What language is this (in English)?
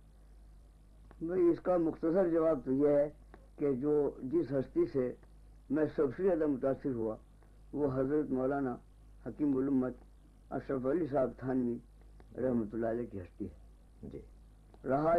Urdu